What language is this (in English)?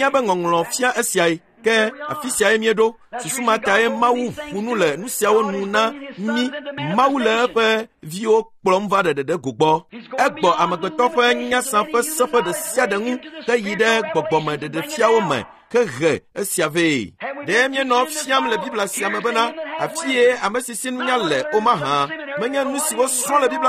Ewe